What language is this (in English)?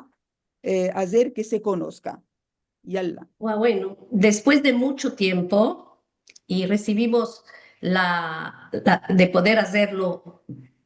Ladino